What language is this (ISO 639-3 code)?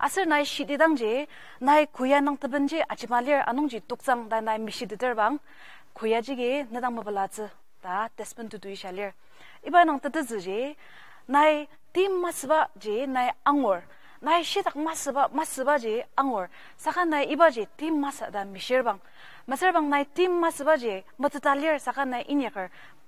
njo